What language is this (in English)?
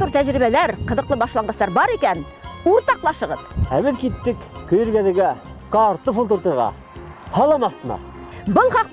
Bashkir